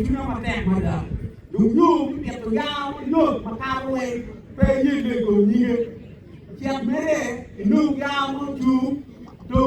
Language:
Acoli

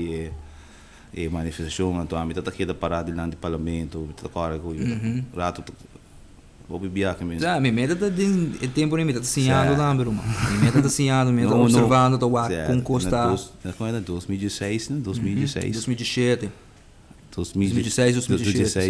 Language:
Papiamento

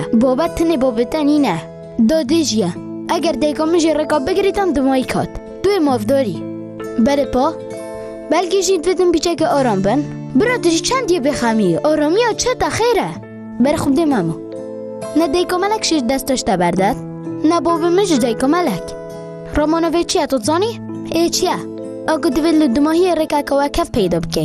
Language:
Kurdish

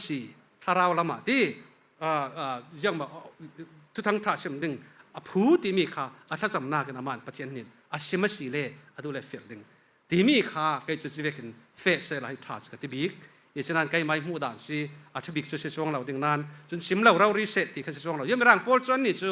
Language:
Falam Chin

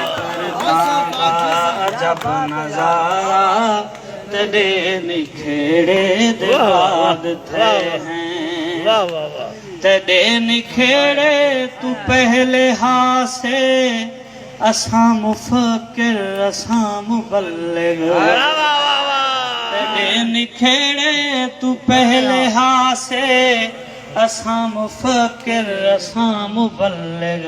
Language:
Saraiki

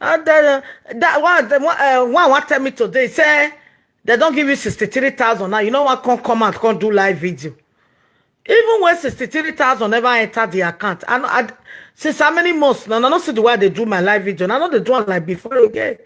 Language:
Nigerian Pidgin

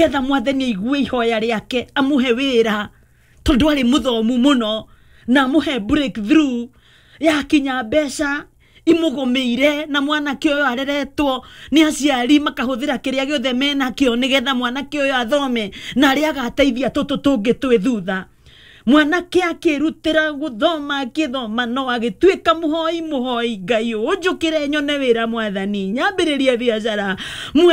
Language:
Kikuyu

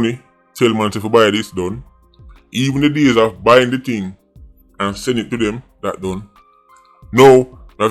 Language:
Jamaican Creole English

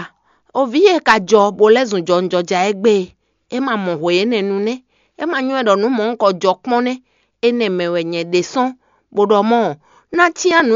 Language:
Fon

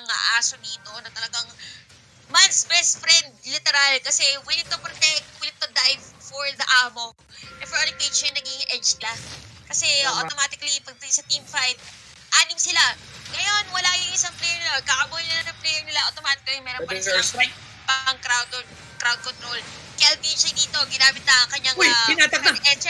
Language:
Filipino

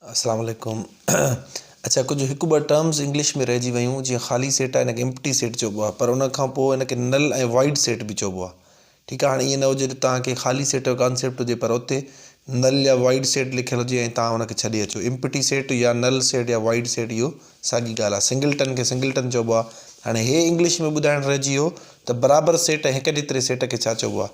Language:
Sindhi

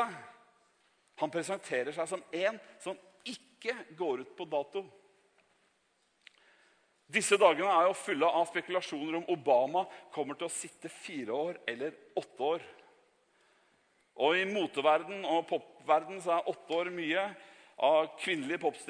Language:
Norwegian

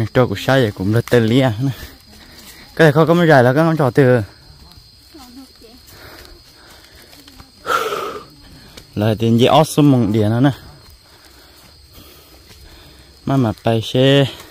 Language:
Vietnamese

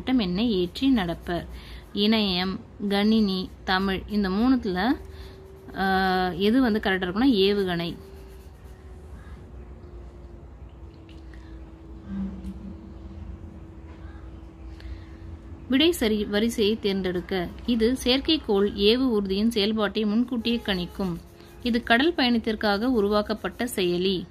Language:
Tamil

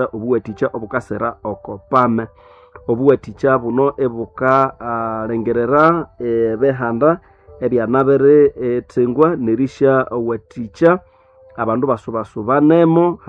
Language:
Nande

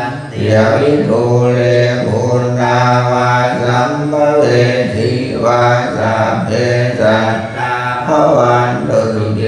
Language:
Pali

